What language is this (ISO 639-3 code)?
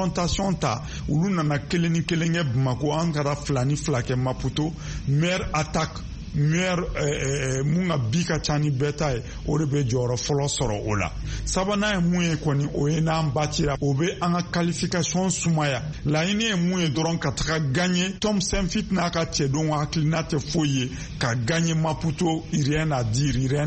bam